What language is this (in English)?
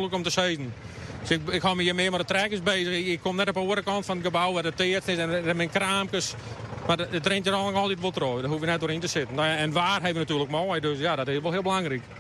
Western Frisian